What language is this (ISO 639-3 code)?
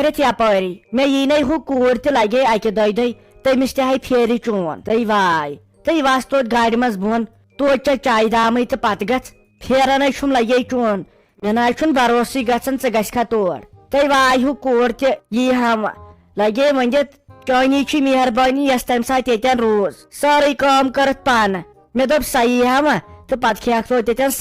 kas